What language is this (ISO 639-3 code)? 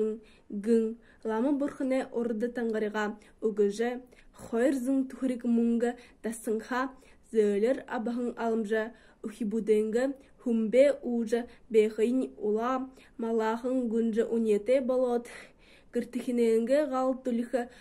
bua